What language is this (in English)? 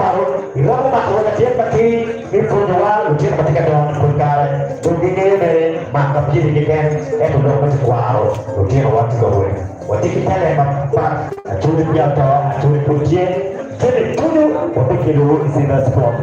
Acoli